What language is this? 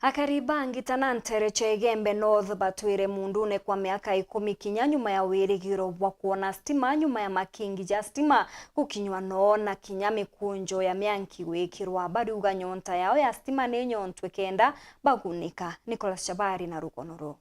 Meru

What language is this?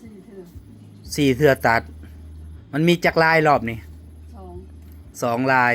Northeastern Thai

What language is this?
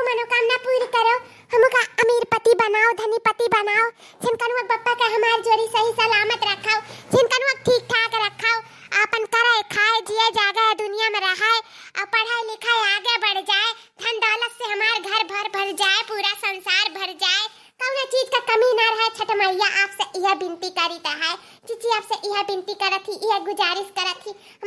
Awadhi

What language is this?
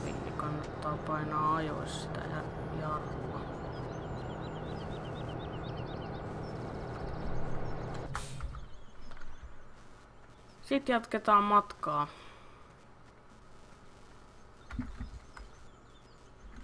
Finnish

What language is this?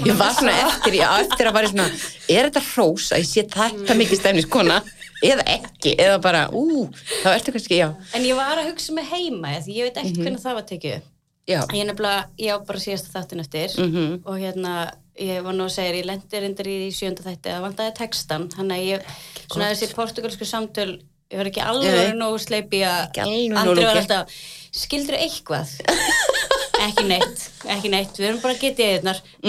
Icelandic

